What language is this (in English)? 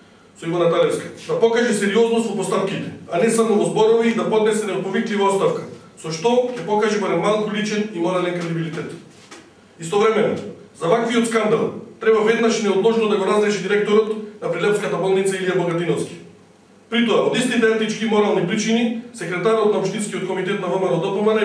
Macedonian